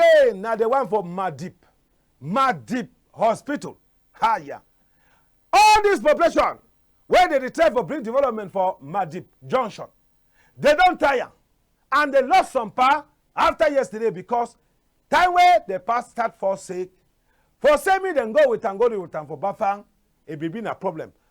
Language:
Cameroon Pidgin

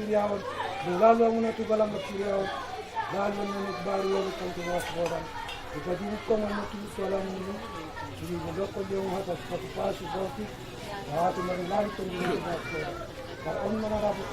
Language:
Batak Angkola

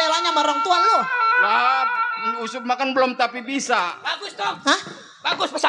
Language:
Betawi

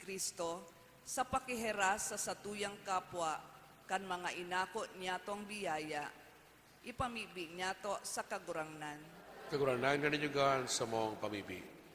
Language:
Bikol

